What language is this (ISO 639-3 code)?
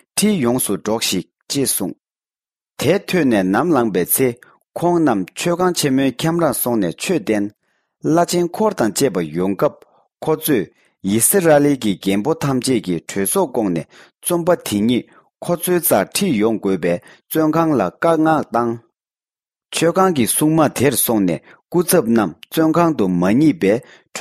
bod